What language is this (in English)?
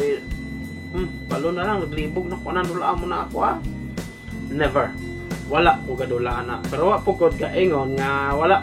Cebuano